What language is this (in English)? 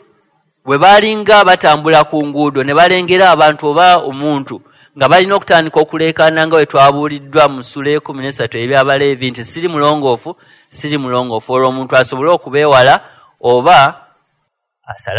Ganda